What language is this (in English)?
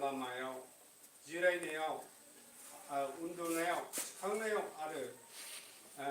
Bodo